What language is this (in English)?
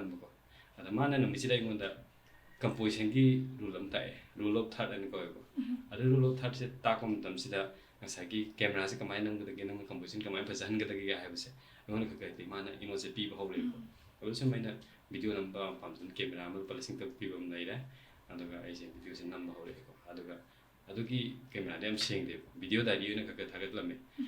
Manipuri